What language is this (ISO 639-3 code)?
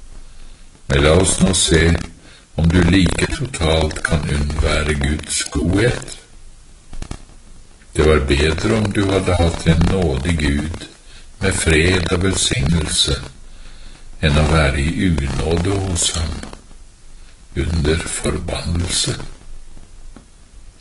nor